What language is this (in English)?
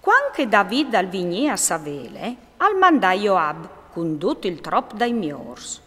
Friulian